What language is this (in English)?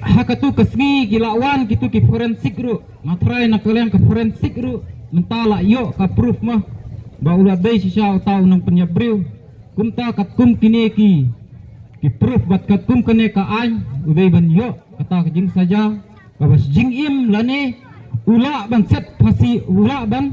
Khasi